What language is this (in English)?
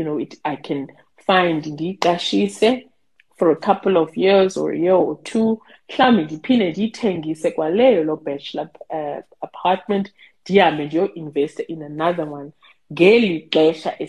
Xhosa